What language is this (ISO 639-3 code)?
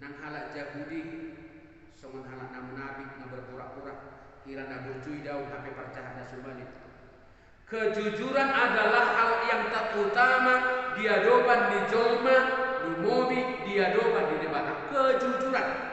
bbc